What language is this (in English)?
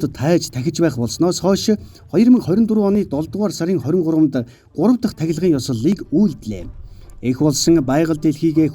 Mongolian